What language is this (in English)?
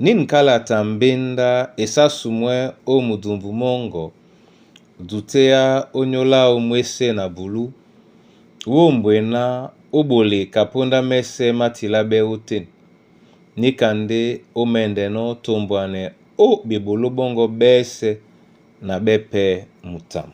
Duala